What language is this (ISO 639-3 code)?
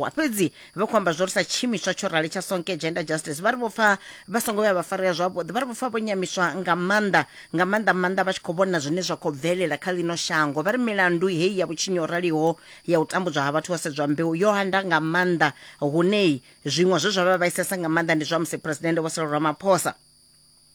ven